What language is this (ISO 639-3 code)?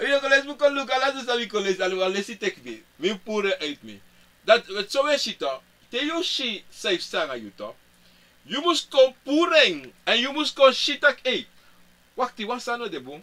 srn